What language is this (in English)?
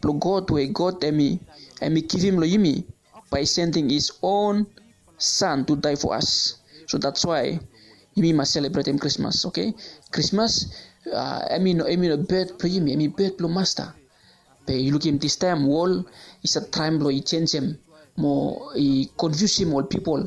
Bislama